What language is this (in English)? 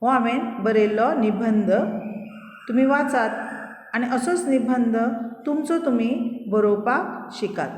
Konkani